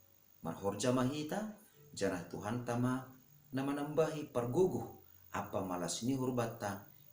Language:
Batak Simalungun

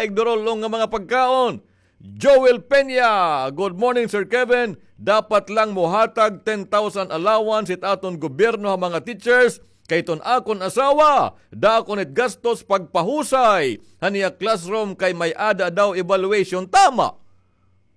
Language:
Waray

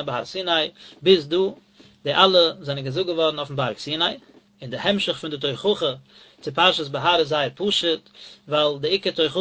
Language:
Yiddish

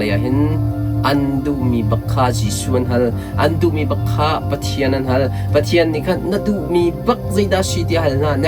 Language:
Hakha Chin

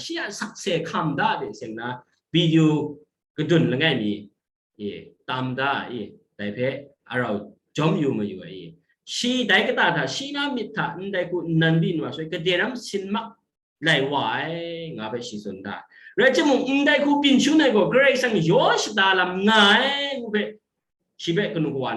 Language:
Kachin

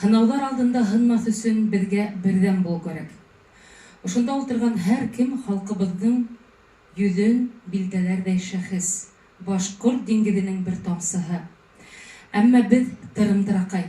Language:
Bashkir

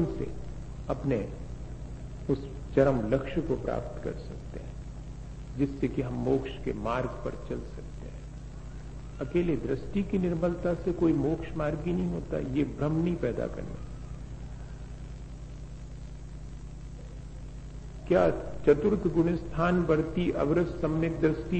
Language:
Hindi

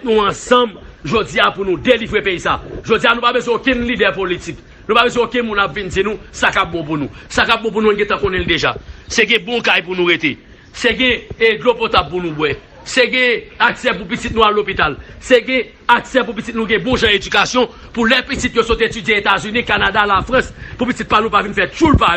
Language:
Haitian Creole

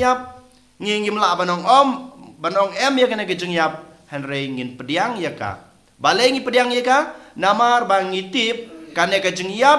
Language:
Khasi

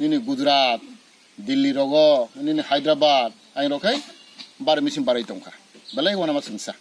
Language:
Kok Borok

